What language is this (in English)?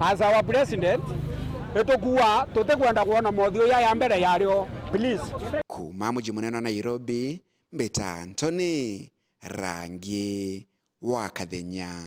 Meru